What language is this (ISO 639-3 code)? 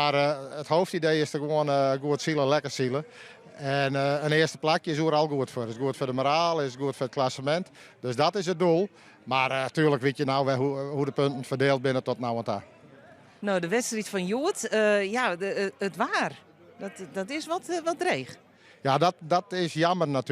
fry